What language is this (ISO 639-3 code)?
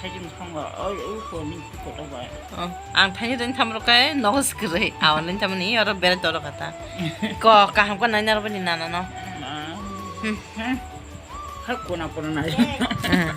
trp